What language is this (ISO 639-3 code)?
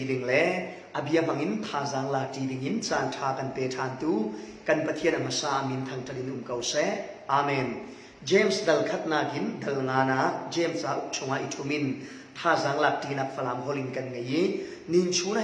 cfm